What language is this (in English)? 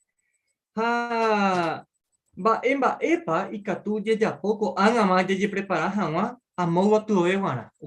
Guarani